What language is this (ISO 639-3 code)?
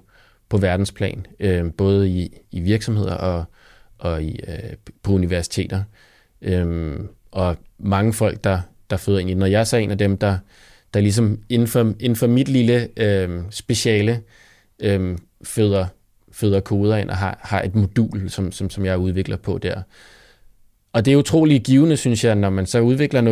dan